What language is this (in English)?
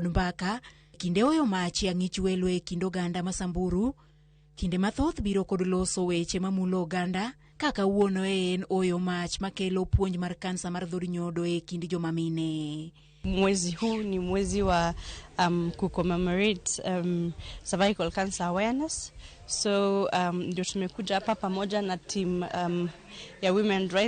Luo (Kenya and Tanzania)